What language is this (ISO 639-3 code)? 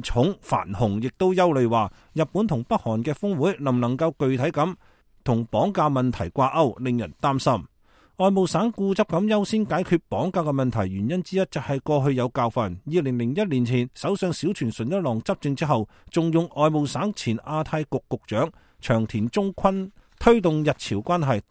yue